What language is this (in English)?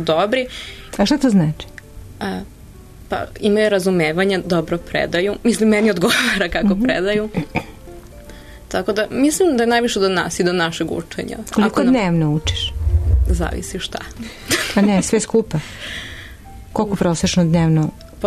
Serbian